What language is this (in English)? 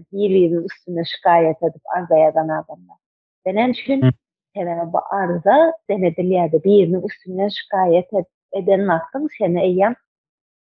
Turkmen